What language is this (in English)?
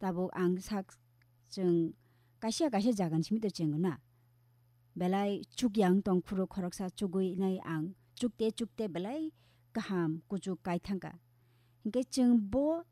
Kok Borok